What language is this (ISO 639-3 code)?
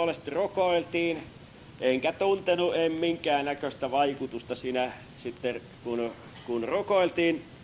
fin